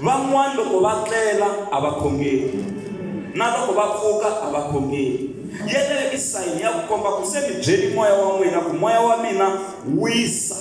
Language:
Tsonga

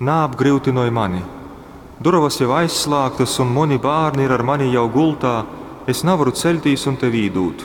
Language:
Latgalian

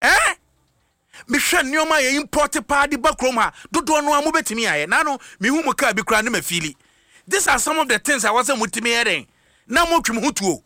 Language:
Akan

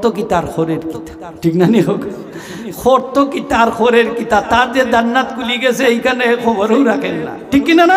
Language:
Sylheti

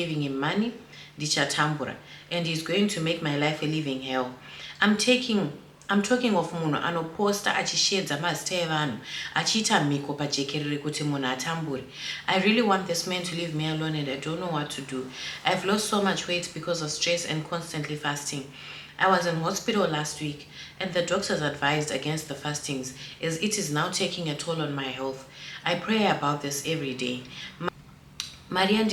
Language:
Shona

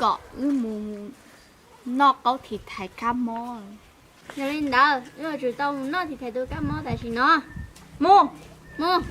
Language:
Hmong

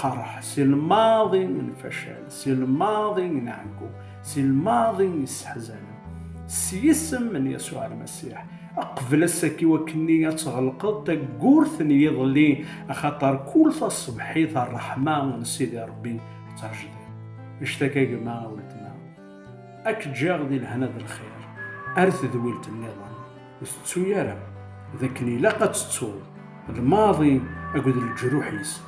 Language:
Kabyle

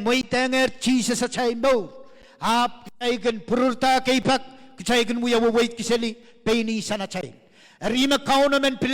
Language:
Pohnpeian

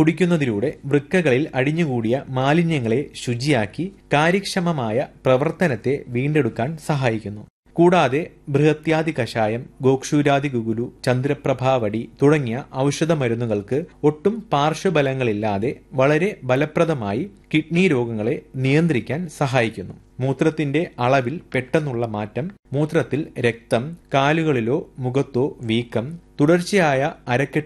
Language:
Malayalam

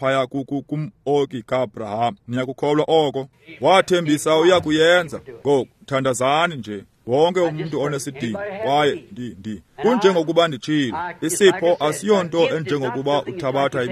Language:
Xhosa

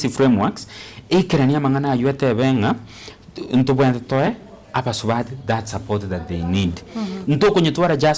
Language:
Gusii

